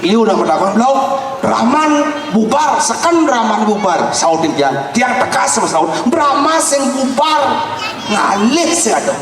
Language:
Balinese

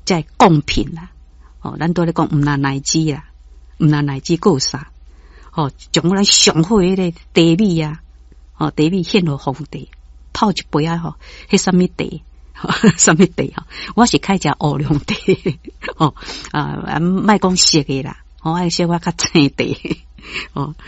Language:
Min Nan Chinese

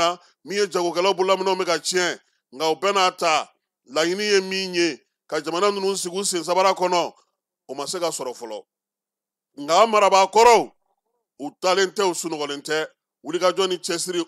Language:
Bambara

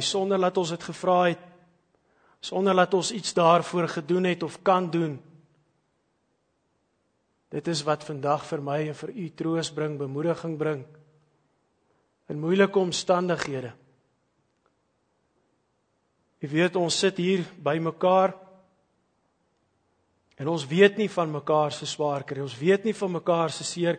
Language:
Afrikaans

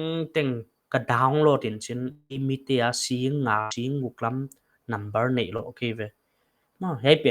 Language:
Paite Chin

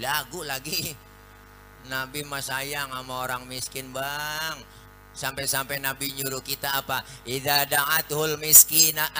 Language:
Betawi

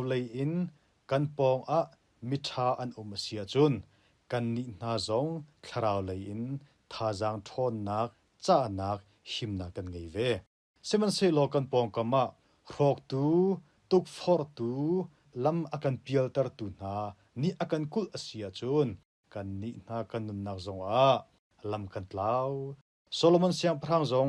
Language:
Hakha Chin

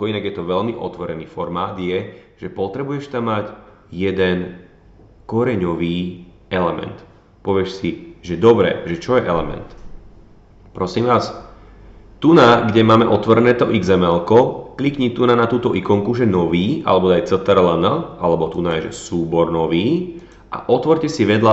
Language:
Slovak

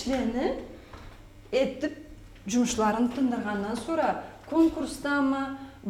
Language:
Karachay-Balkar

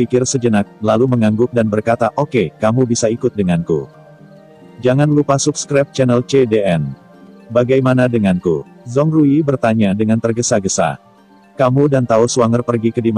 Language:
Indonesian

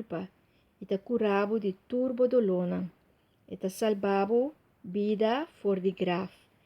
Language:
Papiamento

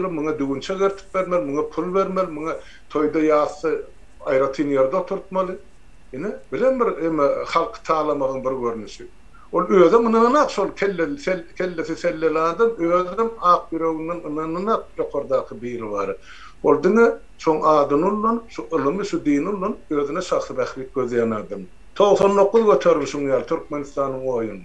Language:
Turkmen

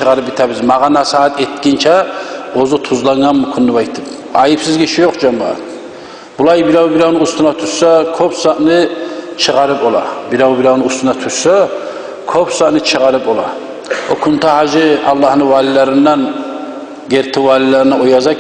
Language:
Kumyk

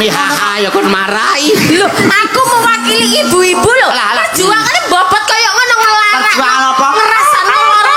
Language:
Javanese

